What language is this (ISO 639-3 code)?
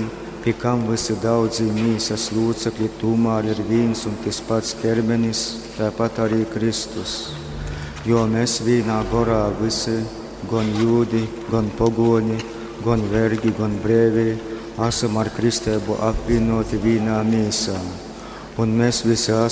ltg